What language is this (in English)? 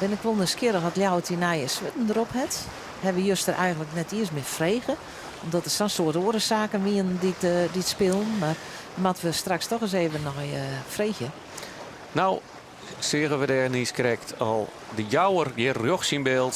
Western Frisian